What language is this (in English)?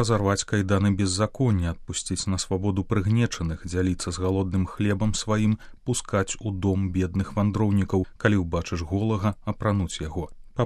Belarusian